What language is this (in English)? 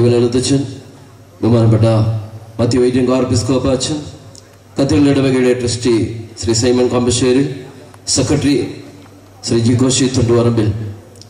Malayalam